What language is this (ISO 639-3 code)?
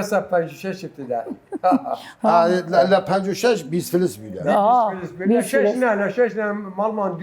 sdh